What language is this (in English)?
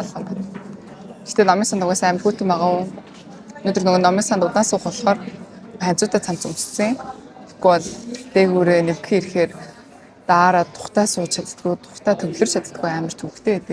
Mongolian